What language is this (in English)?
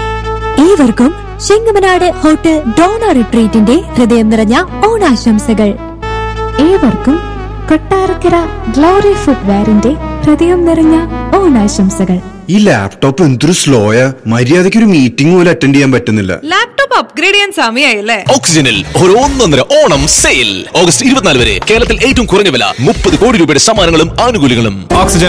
Malayalam